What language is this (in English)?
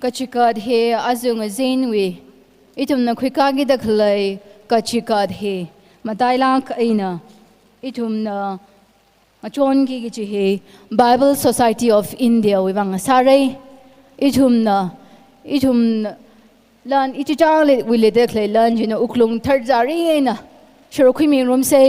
Tangkhul Naga (India)